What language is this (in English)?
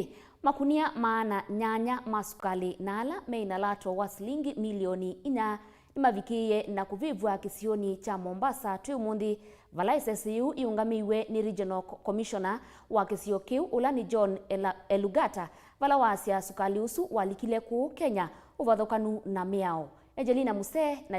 Kamba